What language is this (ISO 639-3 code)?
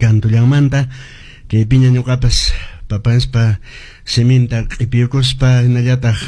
que